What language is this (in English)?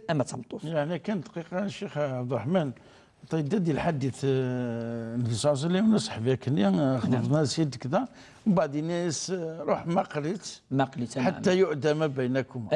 Kabyle